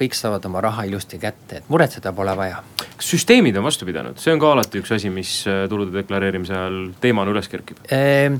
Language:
Estonian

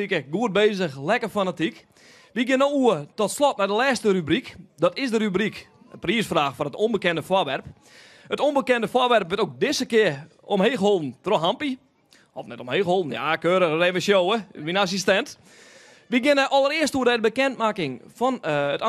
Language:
Western Frisian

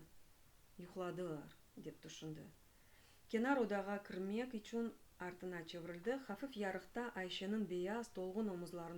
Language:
Crimean Tatar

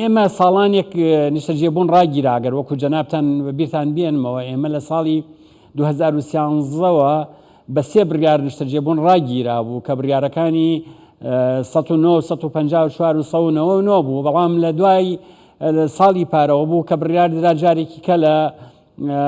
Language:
Central Kurdish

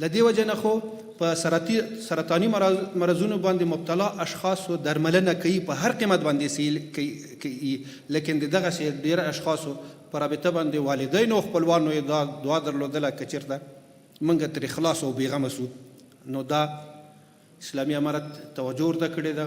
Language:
Pashto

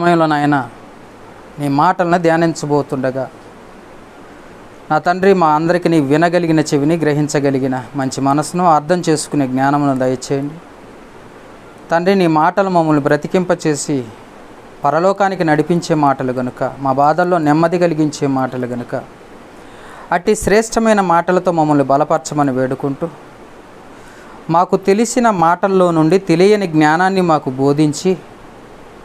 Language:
Telugu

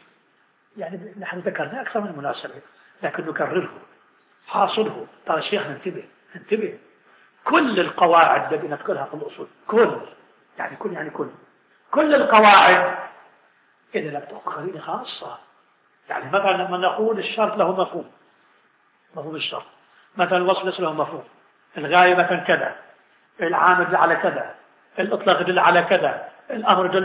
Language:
Arabic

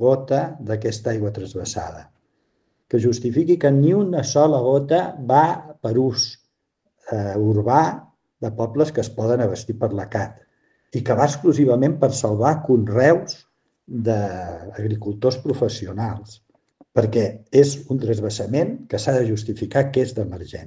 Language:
Catalan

